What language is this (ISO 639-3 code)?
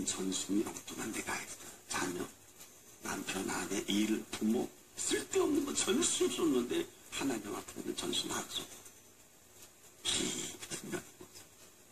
kor